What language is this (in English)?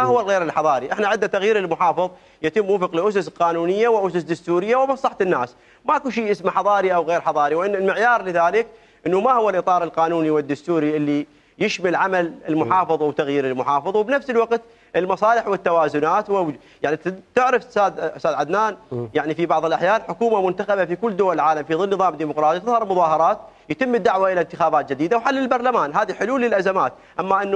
Mesopotamian Arabic